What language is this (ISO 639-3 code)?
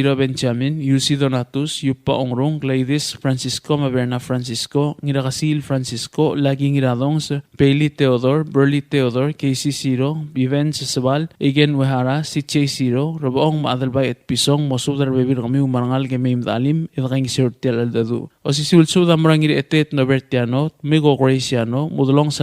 pau